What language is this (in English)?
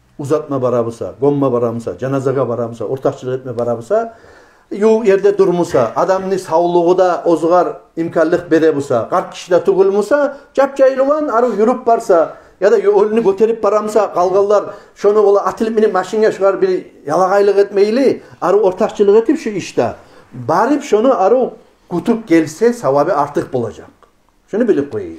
Kumyk